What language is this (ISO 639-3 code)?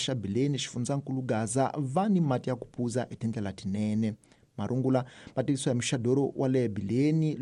tso